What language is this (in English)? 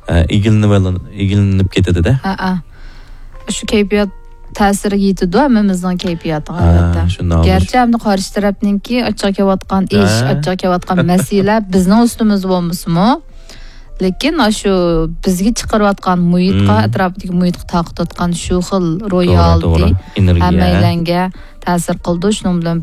Uyghur